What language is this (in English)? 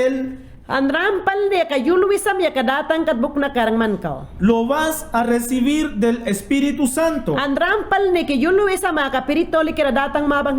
Mayangna